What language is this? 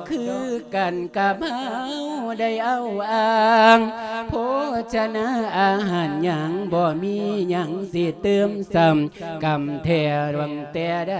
Lao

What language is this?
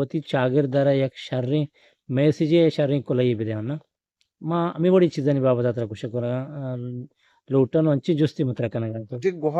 Eastern Balochi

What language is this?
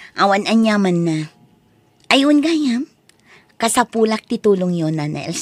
Iloko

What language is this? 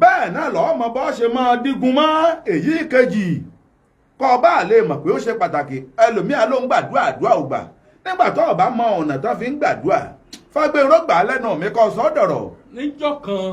Yoruba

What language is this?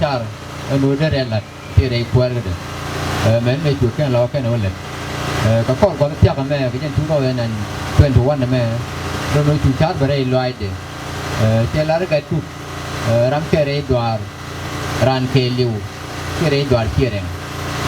Nuer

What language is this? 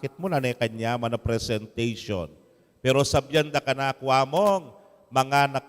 Pampanga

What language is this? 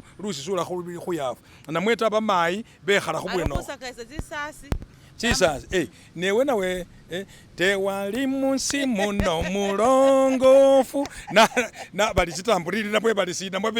Masaaba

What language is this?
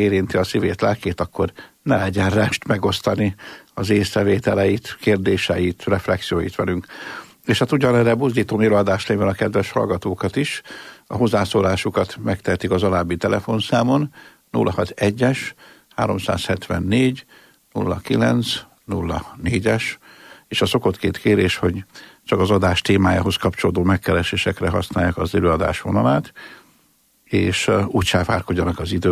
Hungarian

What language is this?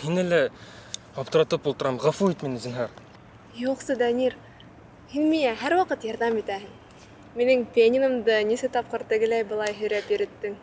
Bashkir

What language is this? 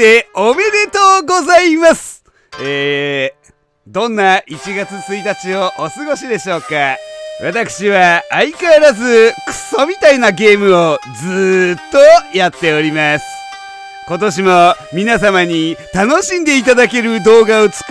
Japanese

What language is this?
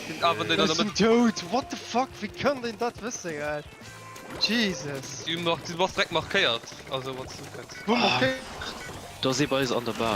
Luxembourgish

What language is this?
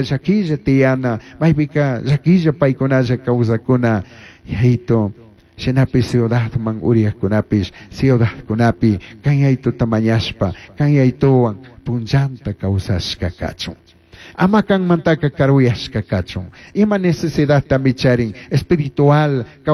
Chimborazo Highland Quichua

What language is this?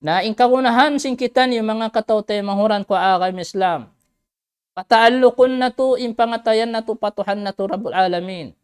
Tausug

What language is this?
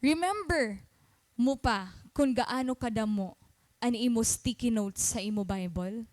Waray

